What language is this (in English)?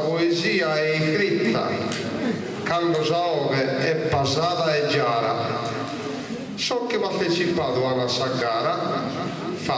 Sardinian